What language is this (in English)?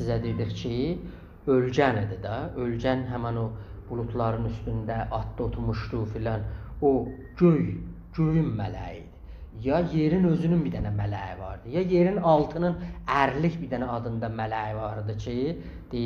South Azerbaijani